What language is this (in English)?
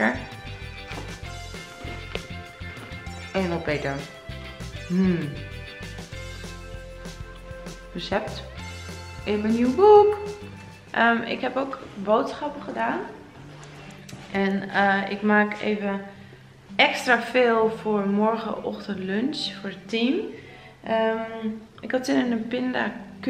Dutch